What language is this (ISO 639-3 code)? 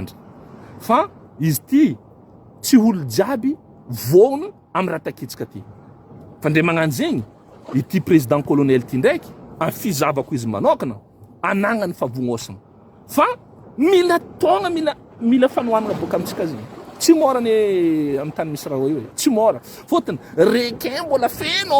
mlg